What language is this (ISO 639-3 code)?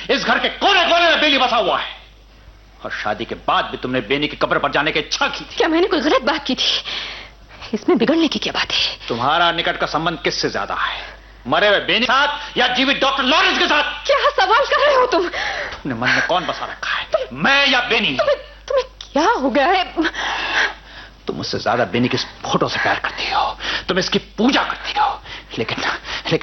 hin